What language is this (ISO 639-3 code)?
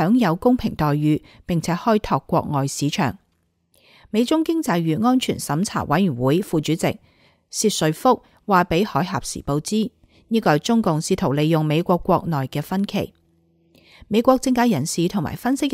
yue